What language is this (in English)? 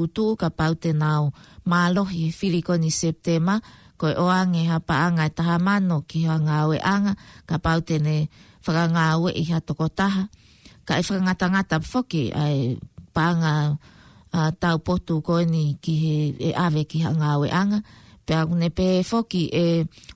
Tongan